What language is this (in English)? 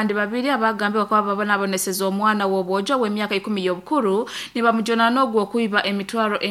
Nyoro